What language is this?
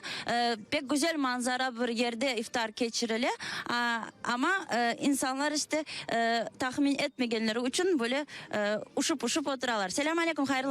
Crimean Tatar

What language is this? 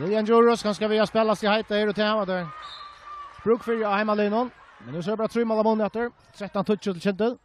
Faroese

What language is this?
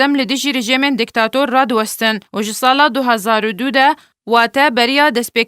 Kurdish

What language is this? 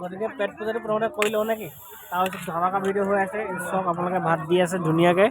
Assamese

